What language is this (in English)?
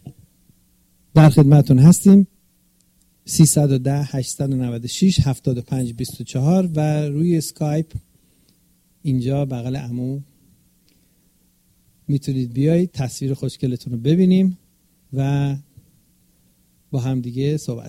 Persian